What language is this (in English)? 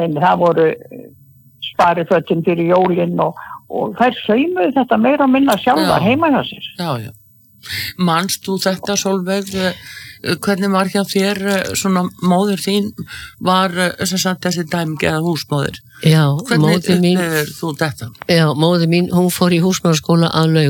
Icelandic